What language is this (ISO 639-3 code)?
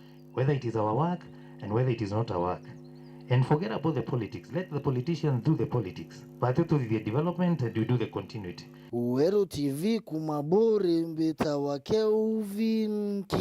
mer